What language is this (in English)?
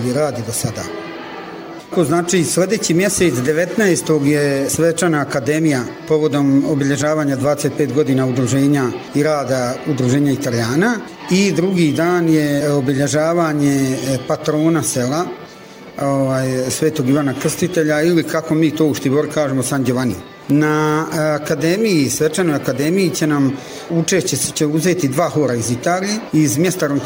Bosnian